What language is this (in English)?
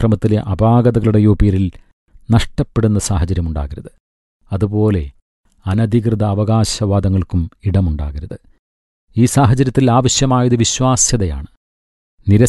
Malayalam